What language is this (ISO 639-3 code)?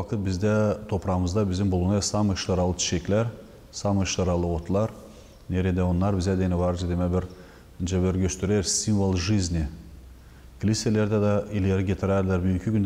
gag